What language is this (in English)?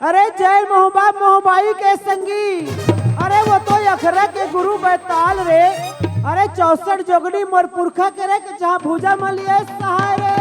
Chhattisgarhi